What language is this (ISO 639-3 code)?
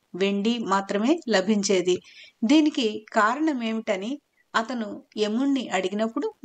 tel